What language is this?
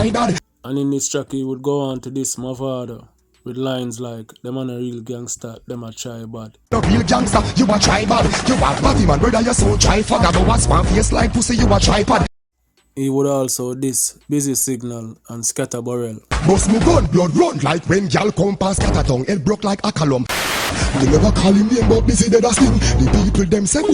Jamaican Creole English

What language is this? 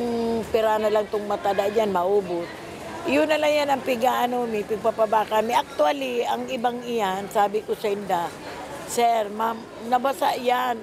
Bikol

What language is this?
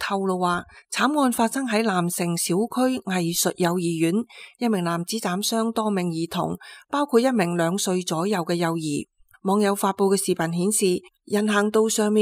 Cantonese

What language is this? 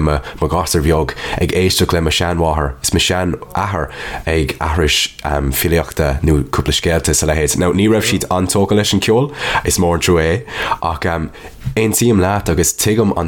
Irish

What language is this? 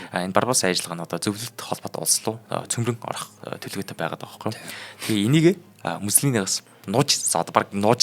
Mongolian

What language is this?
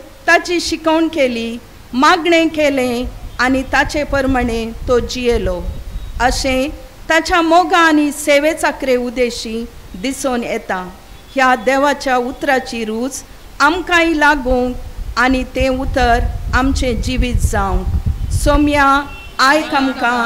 Konkani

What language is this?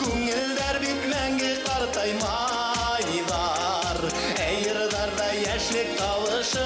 Bashkir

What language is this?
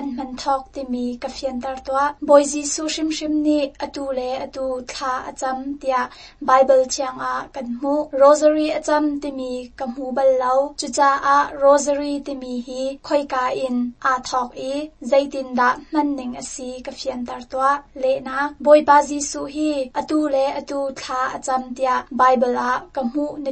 Hakha Chin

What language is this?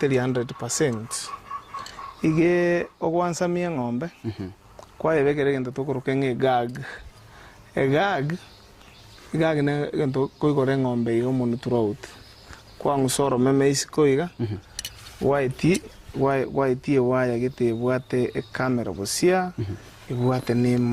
Gusii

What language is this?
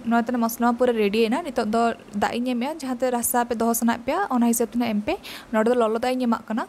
Santali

